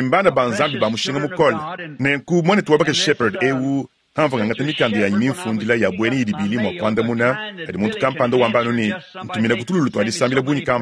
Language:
Luba-Lulua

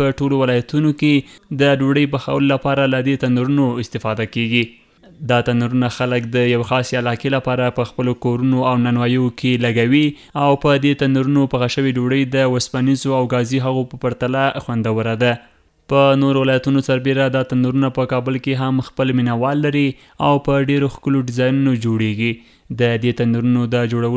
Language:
Pashto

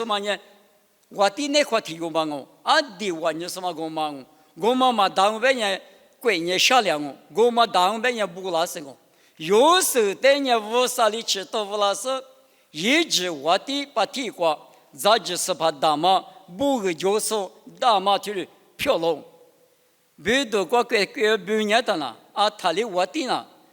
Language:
Lisu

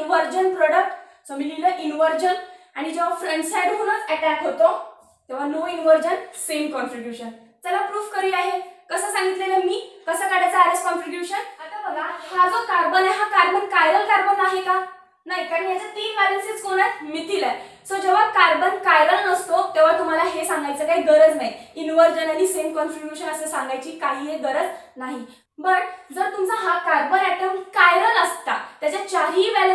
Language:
Marathi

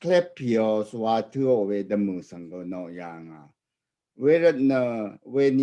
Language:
Rawang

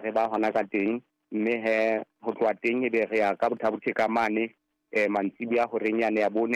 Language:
Southern Sotho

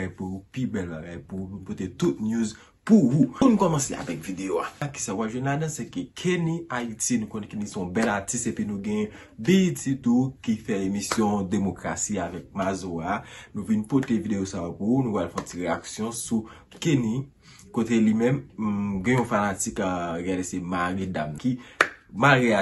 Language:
Haitian Creole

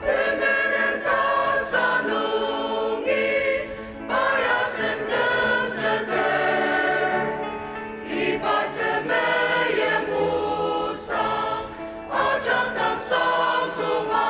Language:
Ao Naga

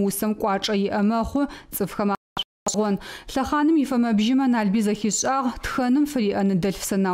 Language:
Adyghe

